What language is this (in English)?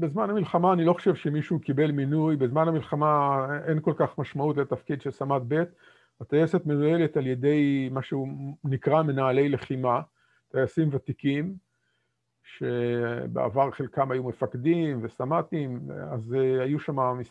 Hebrew